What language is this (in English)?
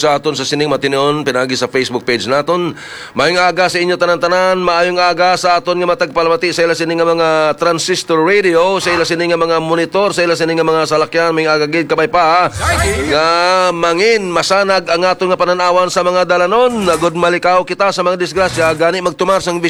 Hiligaynon